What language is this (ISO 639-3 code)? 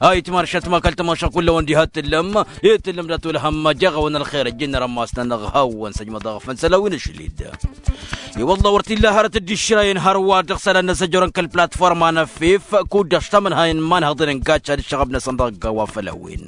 taq